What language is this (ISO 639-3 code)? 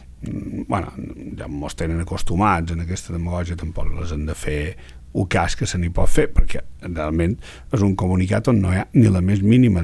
cat